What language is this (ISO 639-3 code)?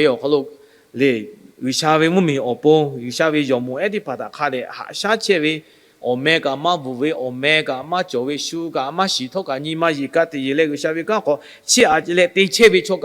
lhu